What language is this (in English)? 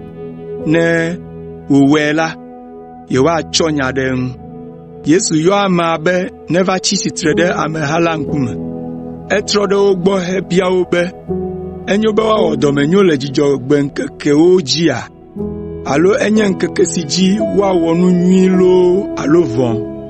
Ewe